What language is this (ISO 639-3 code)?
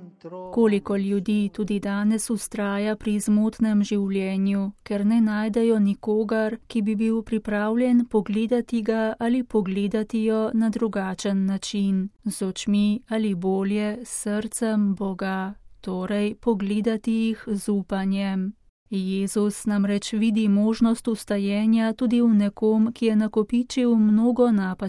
slv